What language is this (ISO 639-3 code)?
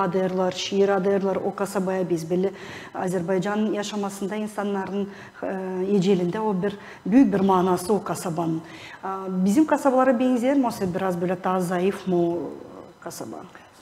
gag